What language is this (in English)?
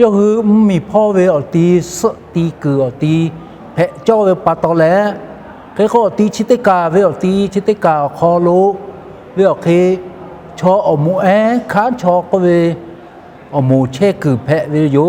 Lahu